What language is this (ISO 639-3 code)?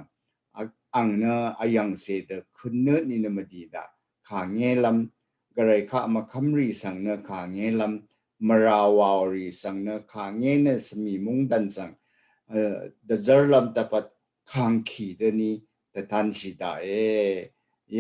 raw